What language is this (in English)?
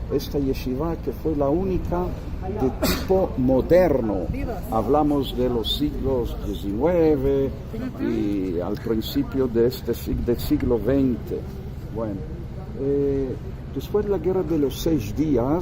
Ladino